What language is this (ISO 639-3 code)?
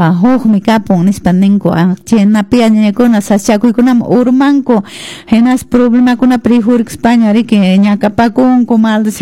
que